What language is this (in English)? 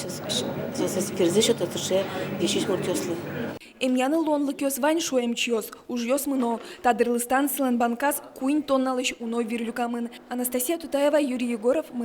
Udmurt